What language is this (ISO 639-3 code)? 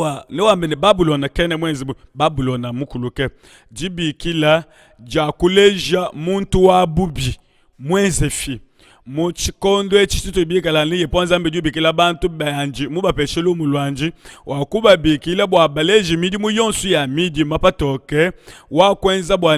lua